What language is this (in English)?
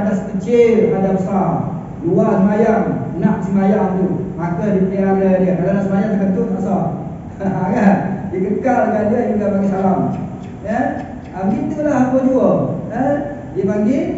Malay